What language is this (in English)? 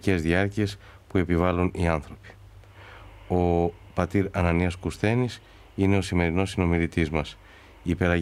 Greek